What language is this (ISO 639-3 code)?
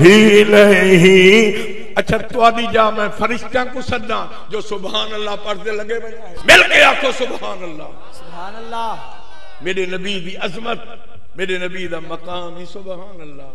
skr